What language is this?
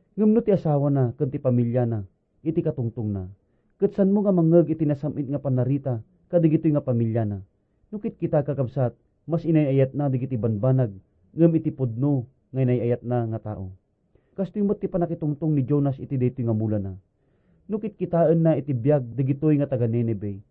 Iloko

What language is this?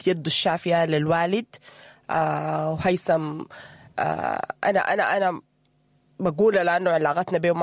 Sudanese Arabic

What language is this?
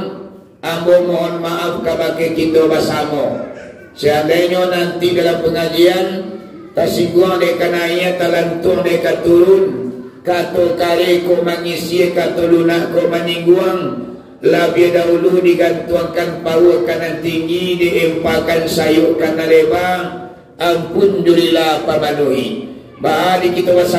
Minangkabau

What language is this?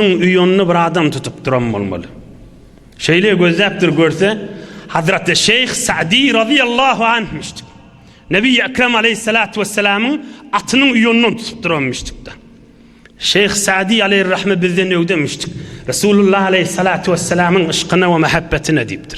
Turkmen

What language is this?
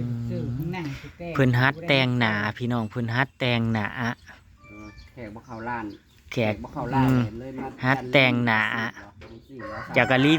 Northeastern Thai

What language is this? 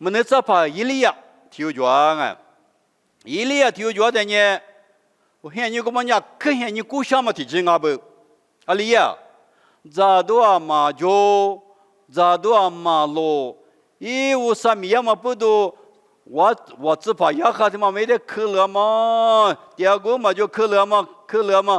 Lisu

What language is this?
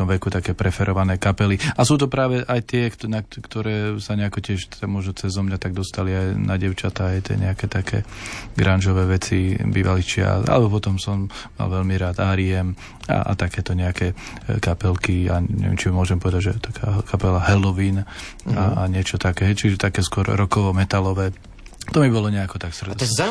Slovak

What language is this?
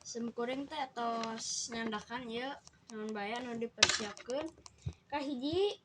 Sundanese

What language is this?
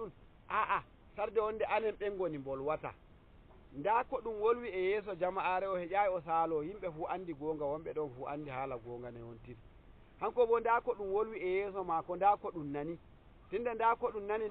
Nigerian Fulfulde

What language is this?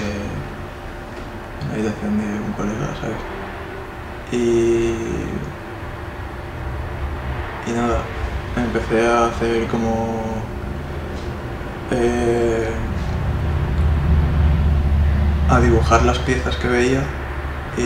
Spanish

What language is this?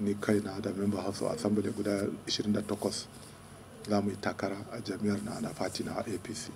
Hausa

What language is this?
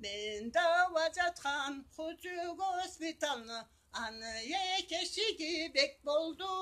Karachay-Balkar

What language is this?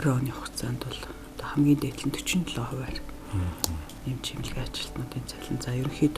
Mongolian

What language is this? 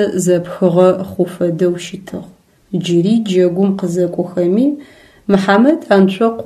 Adyghe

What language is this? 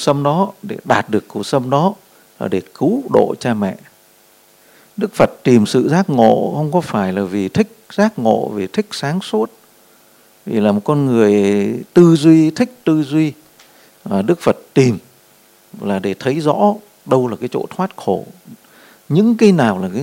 Vietnamese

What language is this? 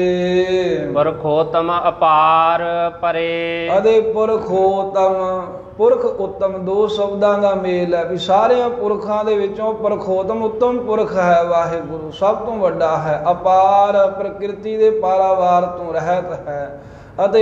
Punjabi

